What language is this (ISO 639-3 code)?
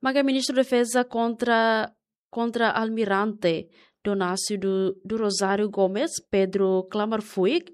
tet